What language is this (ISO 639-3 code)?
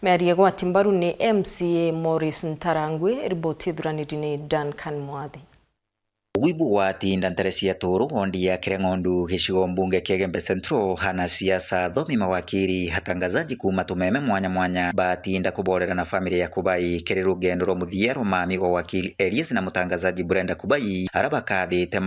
mer